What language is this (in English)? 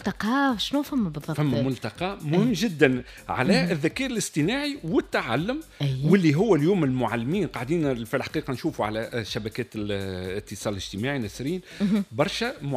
Tunisian Arabic